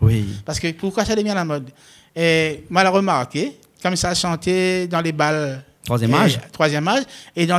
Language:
Réunion Creole French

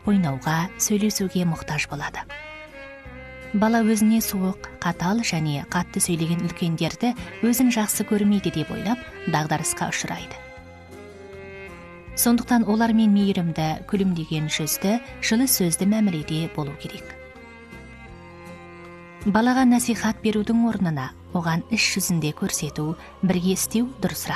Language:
Kazakh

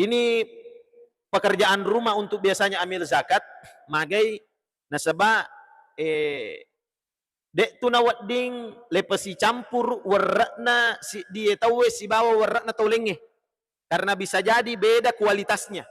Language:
Buginese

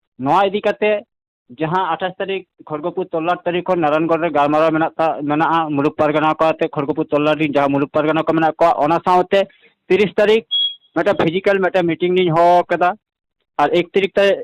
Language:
Santali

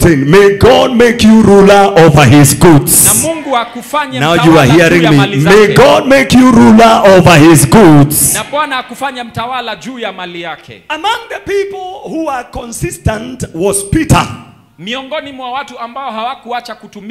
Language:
Swahili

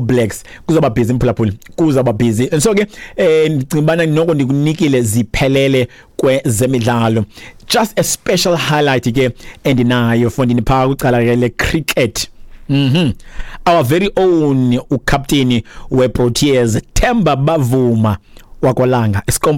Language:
Xhosa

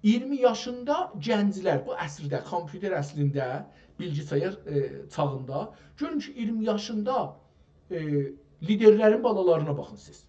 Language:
South Azerbaijani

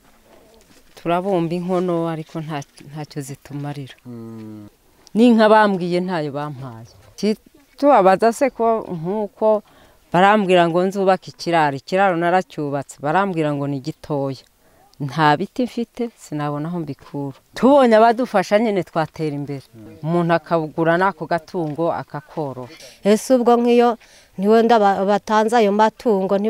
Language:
Kinyarwanda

